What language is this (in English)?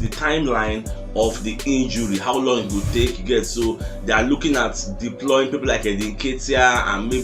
Nigerian Pidgin